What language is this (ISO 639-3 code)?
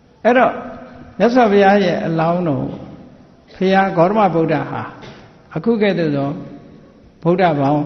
mya